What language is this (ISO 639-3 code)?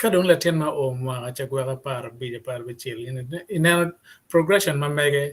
ach